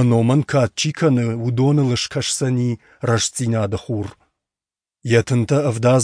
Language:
Ossetic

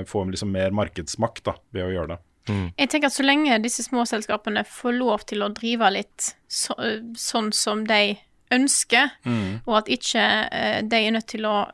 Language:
Norwegian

